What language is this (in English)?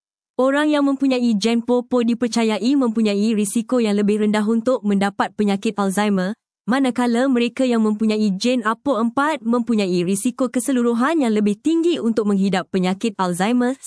Malay